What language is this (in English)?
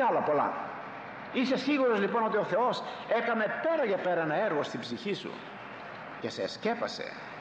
Greek